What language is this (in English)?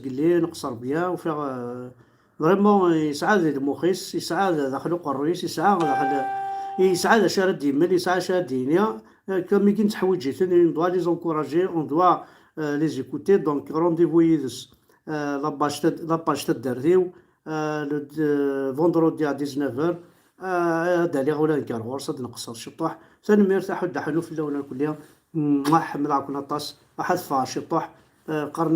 Kabyle